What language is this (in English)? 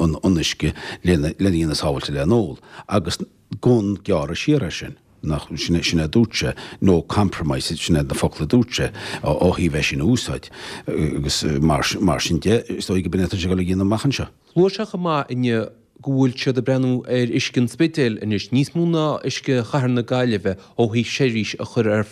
Irish